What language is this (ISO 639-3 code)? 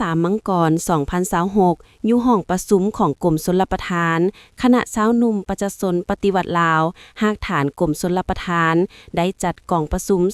lao